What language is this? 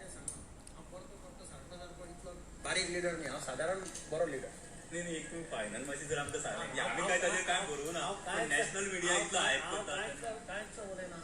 Konkani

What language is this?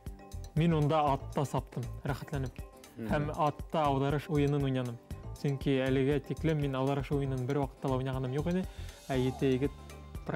Bashkir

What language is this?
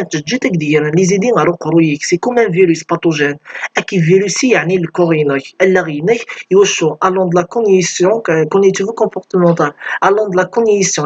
Kabyle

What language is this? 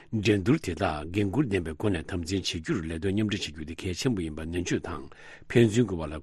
Tibetan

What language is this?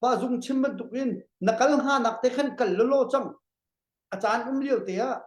Hakha Chin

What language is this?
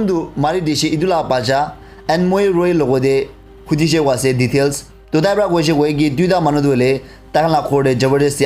Naga Pidgin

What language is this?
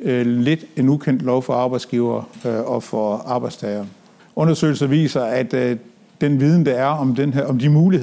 Danish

